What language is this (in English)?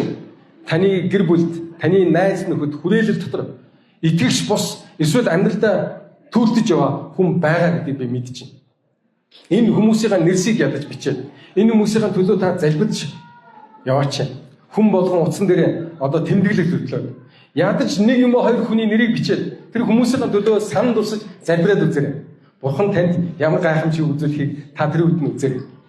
Mongolian